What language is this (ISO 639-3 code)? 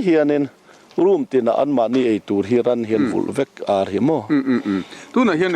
lus